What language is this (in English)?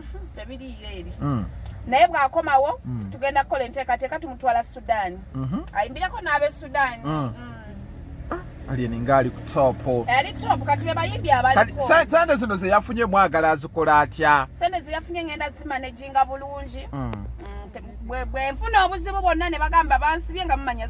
Ganda